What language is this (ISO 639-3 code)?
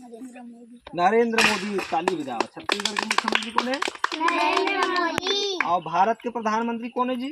hne